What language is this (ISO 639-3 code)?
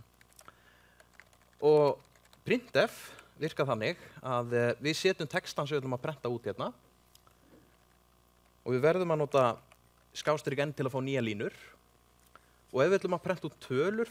isl